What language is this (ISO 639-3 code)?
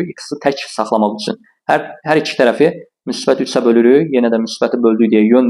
aze